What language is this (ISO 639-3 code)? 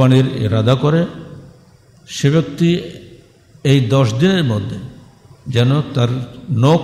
ben